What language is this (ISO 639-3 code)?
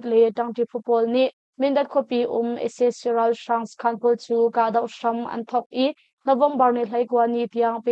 cnh